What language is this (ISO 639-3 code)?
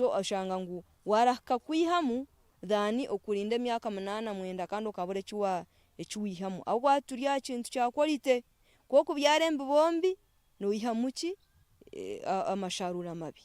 nyn